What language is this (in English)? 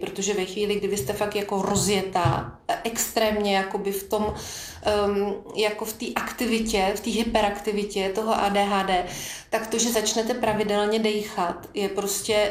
Czech